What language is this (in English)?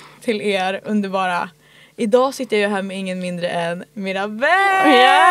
Swedish